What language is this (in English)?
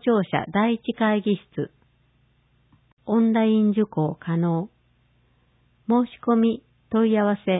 Japanese